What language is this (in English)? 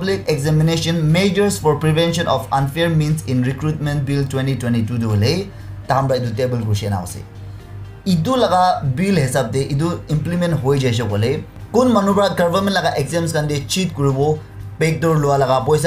Naga Pidgin